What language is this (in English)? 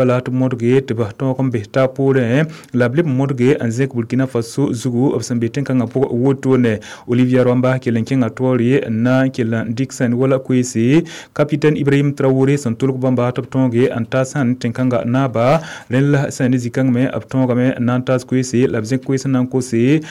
Mossi